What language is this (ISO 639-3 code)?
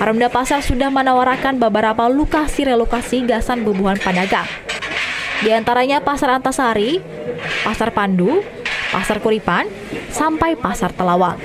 bjn